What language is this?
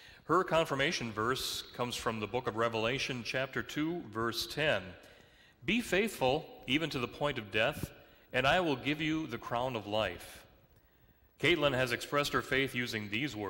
English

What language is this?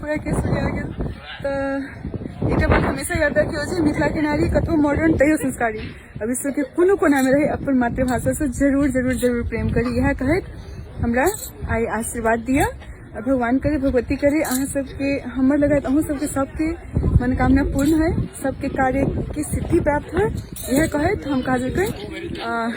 Maithili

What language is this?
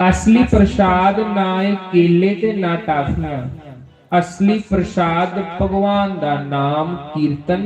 Dogri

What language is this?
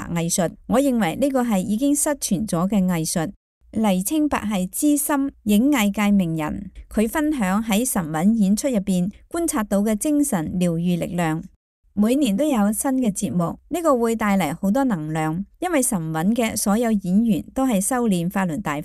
Cantonese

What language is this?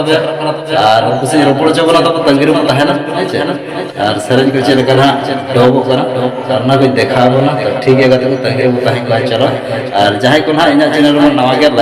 Santali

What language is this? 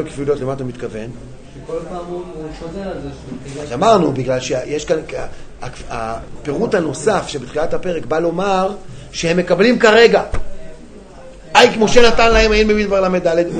Hebrew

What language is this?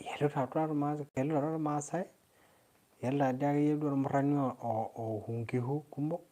Masai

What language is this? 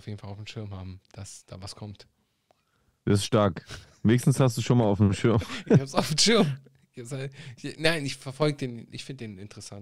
German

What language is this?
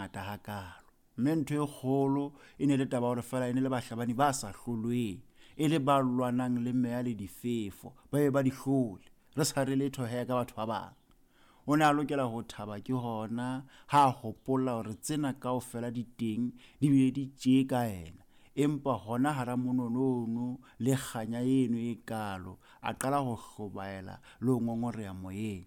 Southern Sotho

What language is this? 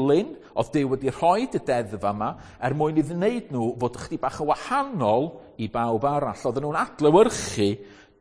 Welsh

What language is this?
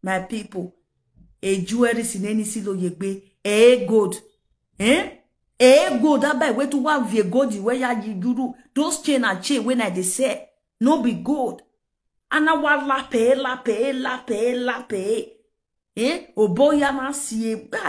Nigerian Pidgin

